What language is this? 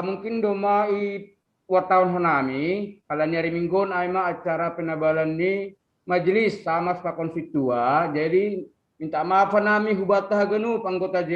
Batak Simalungun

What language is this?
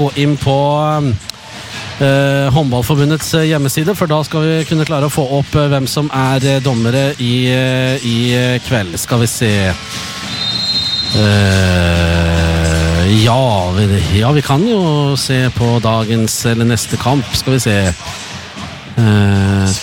Norwegian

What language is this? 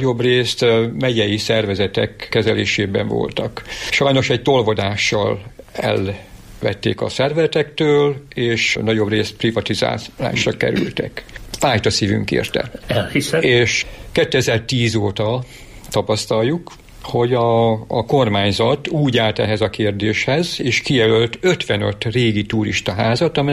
Hungarian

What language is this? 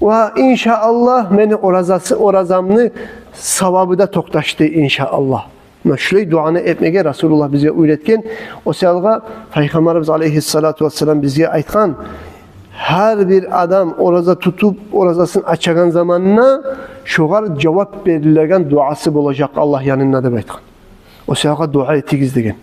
Kumyk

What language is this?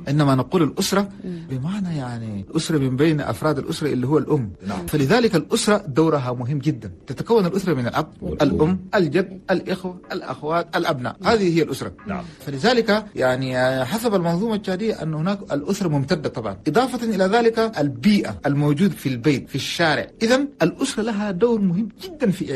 Chadian Arabic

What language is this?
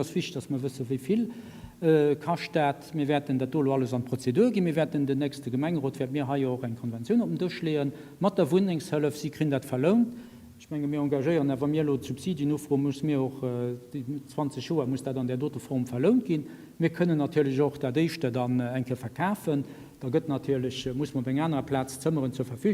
Luxembourgish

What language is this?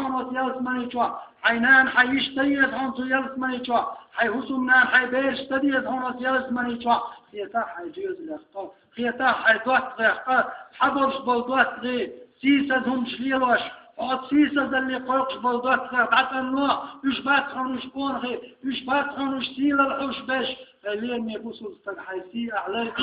Chechen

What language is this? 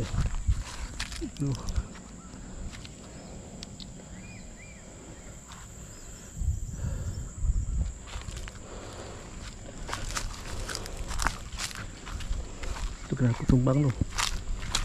Malay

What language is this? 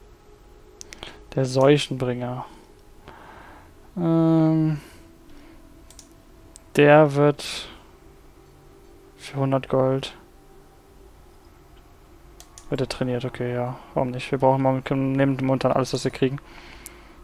German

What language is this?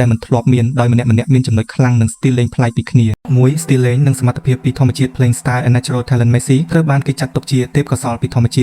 Khmer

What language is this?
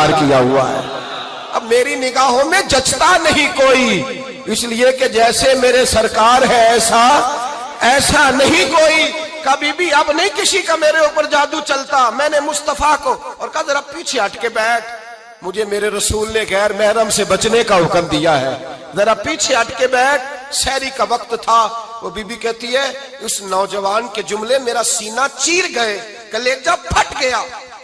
Urdu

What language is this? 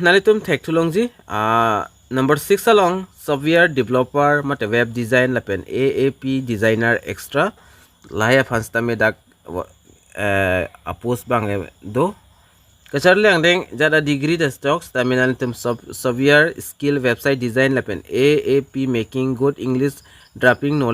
Karbi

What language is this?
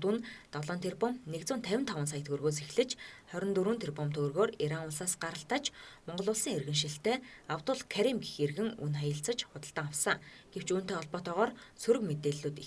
Mongolian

